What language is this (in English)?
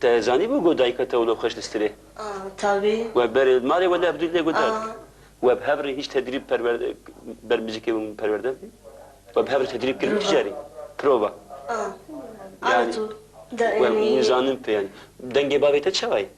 Kurdish